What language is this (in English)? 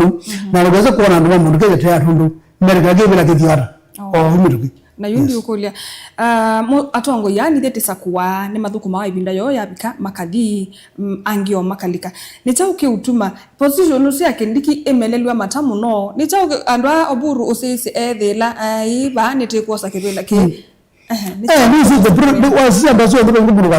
Kamba